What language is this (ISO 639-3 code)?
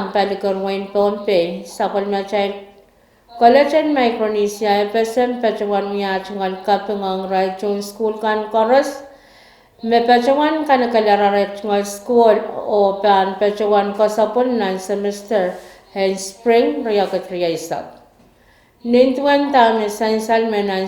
pon